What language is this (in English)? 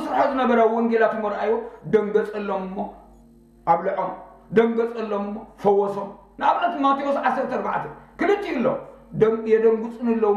Tigrinya